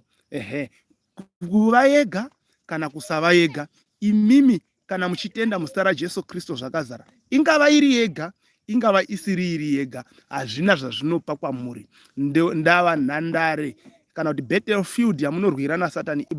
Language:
Shona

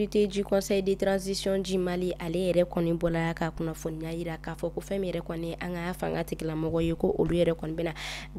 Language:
Bambara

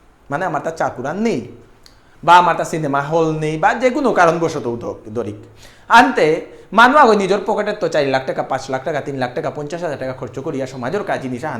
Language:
Bishnupriya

